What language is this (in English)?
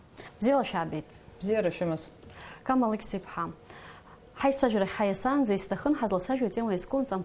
Abkhazian